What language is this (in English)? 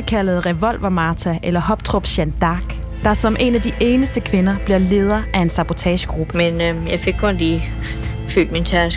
Danish